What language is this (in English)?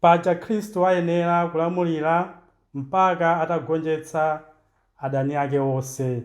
Nyanja